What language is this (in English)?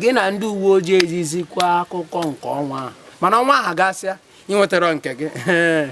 Igbo